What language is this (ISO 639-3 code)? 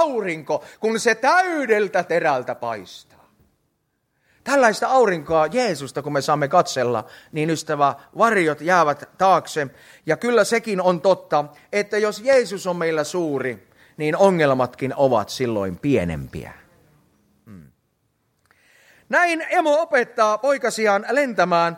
fin